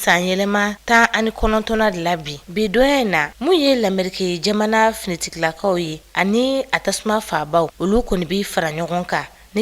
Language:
Bambara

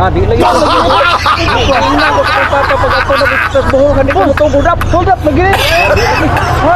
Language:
Cebuano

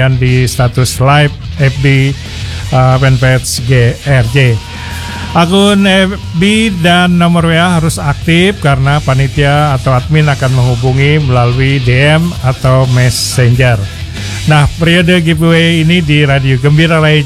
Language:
Indonesian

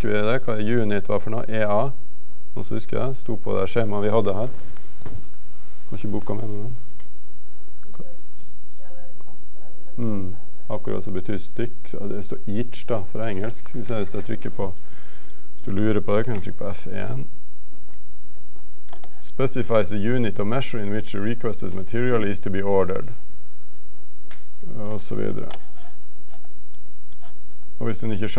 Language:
Norwegian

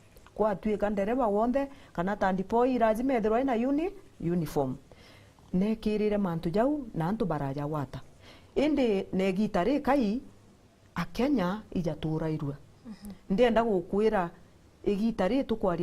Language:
Meru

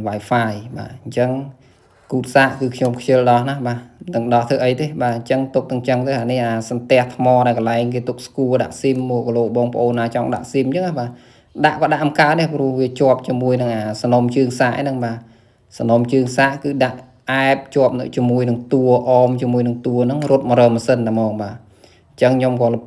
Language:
Khmer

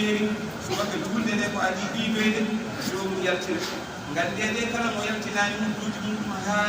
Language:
Fula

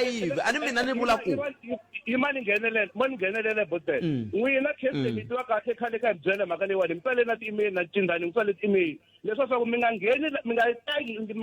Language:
Tsonga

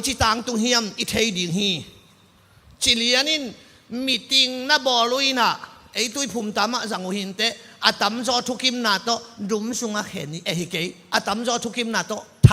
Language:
Tedim Chin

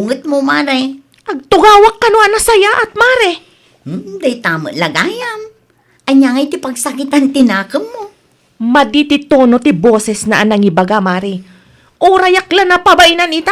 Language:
Iloko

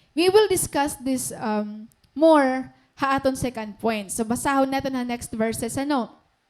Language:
Waray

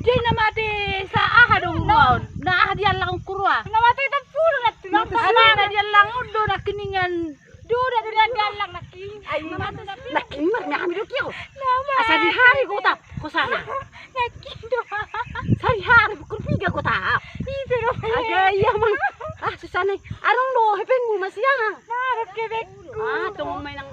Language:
Batak Toba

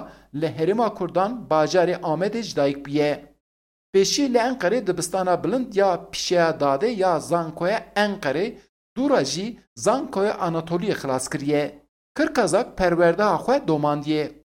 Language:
Kurdish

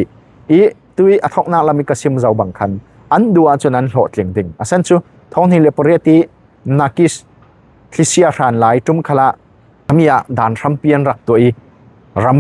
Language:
Falam Chin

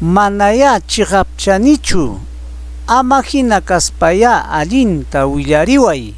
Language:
Ayacucho Quechua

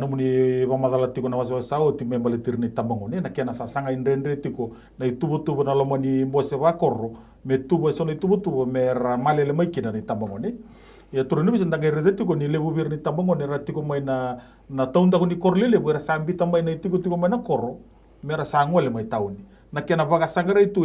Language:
Fijian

